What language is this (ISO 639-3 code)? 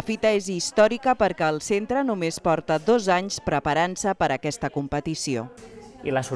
cat